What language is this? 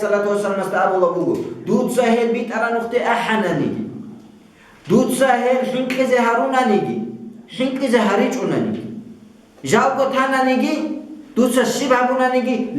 Avaric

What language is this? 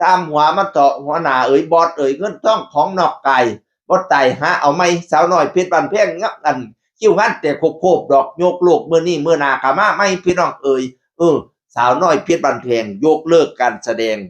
Northeastern Thai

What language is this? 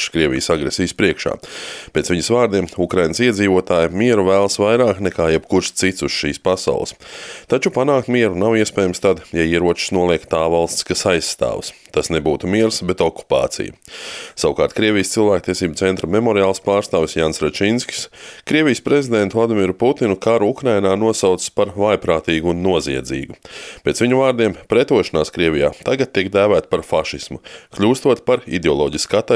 Latvian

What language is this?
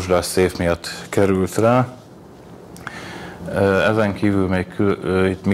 Hungarian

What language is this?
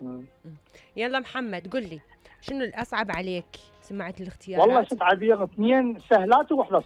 Mesopotamian Arabic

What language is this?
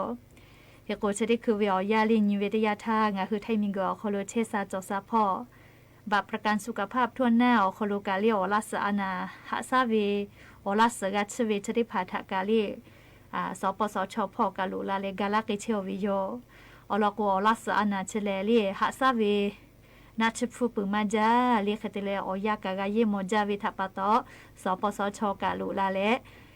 Lahu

